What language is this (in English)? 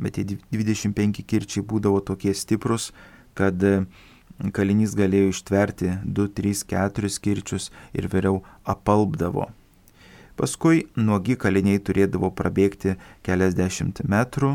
Lithuanian